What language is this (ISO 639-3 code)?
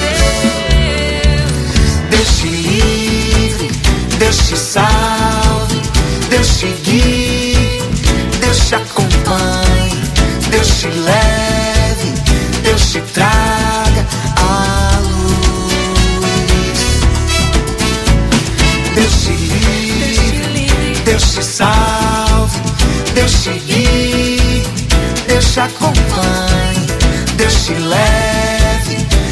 por